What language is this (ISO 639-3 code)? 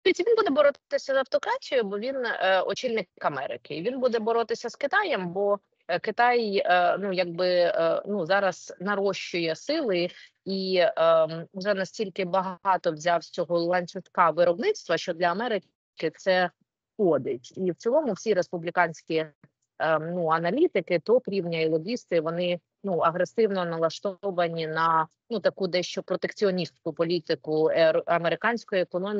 ukr